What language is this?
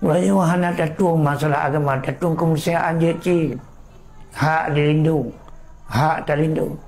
Achinese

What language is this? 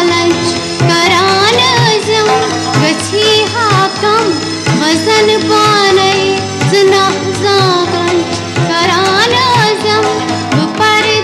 Kashmiri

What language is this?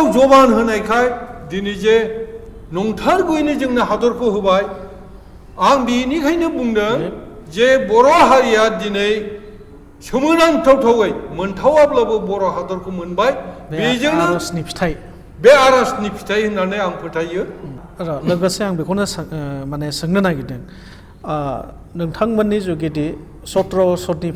Bodo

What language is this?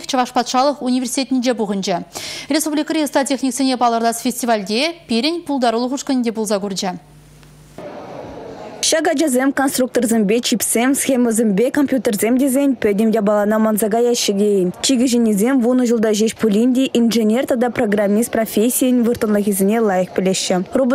Chuvash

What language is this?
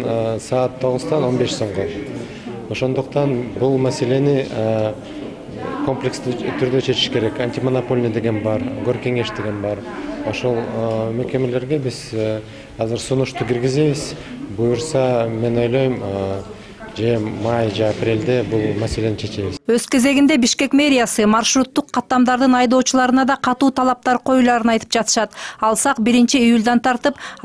Kyrgyz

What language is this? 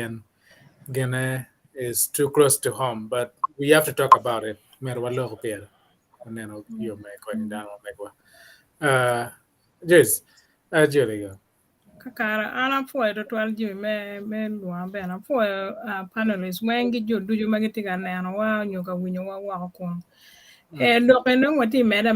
Acoli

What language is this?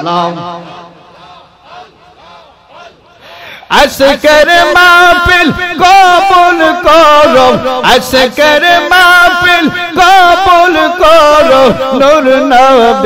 Bangla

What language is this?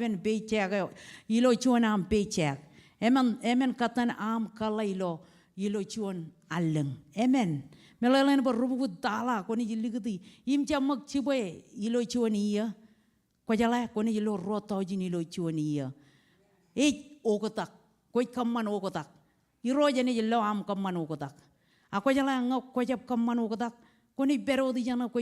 Marshallese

